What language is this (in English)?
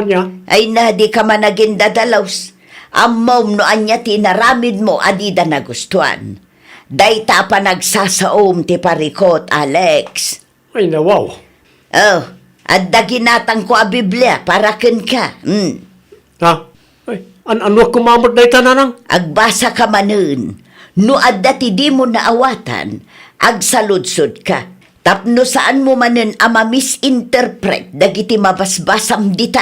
Iloko